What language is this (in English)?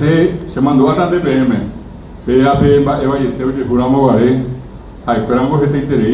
Guarani